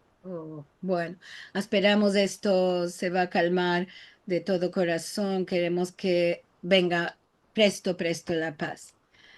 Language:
Ladino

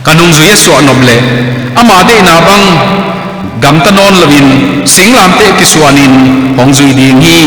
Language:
Tedim Chin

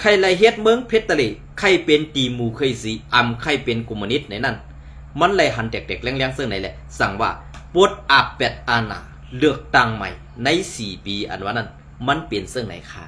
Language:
Shan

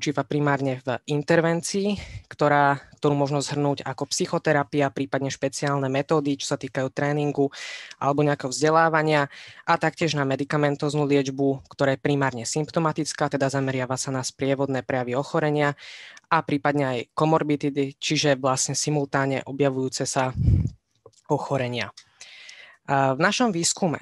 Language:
Slovak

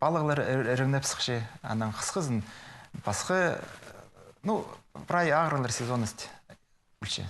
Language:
Khakas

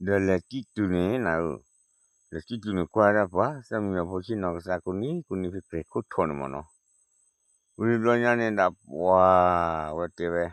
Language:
S'gaw Karen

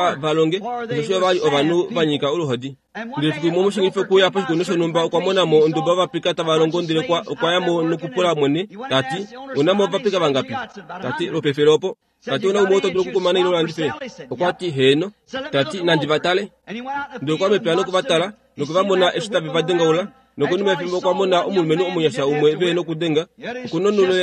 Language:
Kuanyama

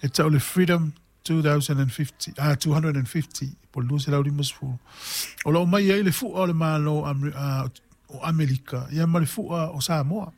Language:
Samoan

